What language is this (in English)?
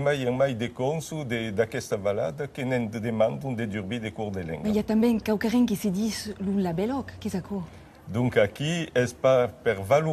Occitan